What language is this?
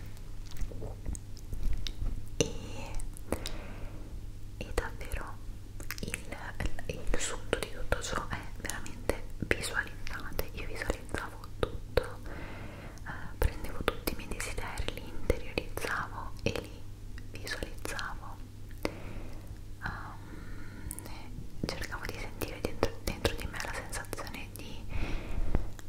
Italian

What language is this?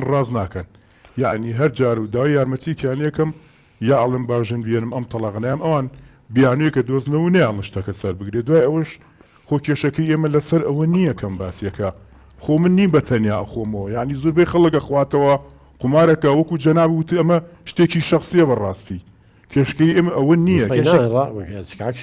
Central Kurdish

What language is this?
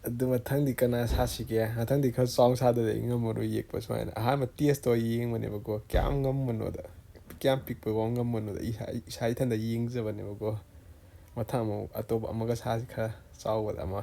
Manipuri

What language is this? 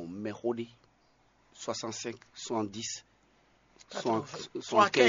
Fon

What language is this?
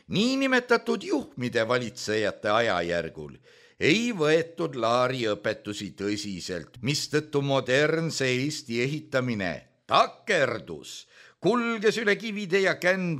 Estonian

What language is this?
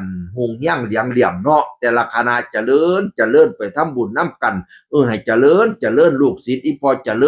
Northeastern Thai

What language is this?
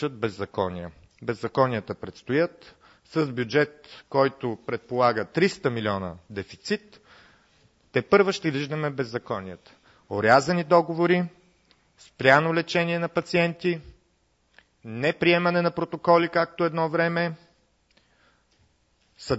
Bulgarian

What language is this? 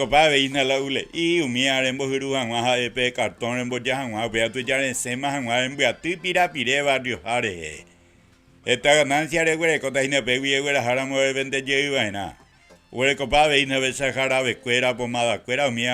Guarani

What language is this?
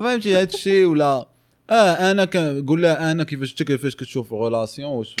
Moroccan Arabic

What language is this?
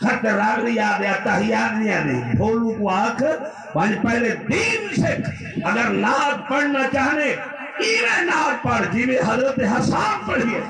Saraiki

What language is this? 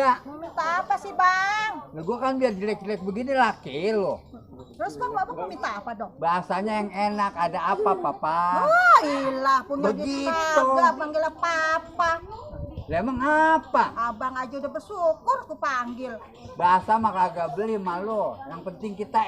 Betawi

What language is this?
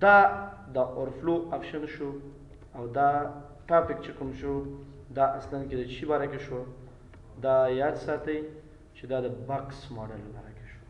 Pashto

